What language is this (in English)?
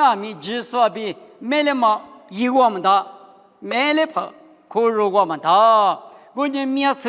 Lisu